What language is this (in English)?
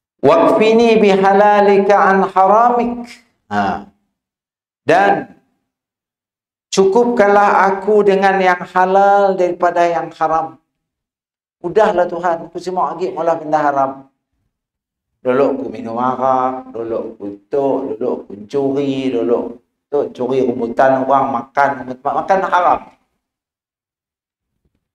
Malay